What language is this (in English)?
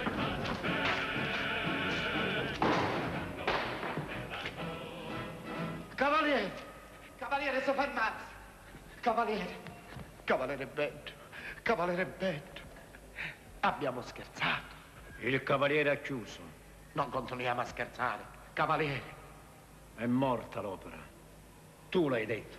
Italian